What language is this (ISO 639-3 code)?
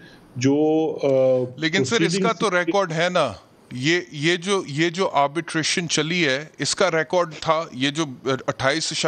urd